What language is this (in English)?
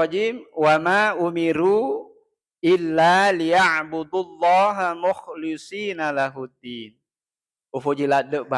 Buginese